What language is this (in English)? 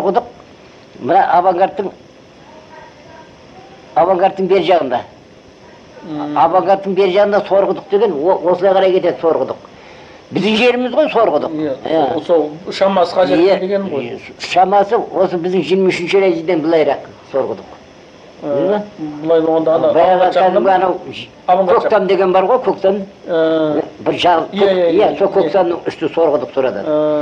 Kazakh